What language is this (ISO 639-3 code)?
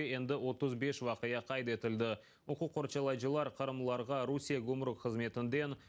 crh